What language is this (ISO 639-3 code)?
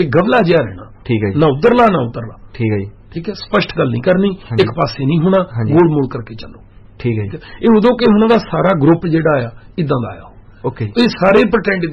pan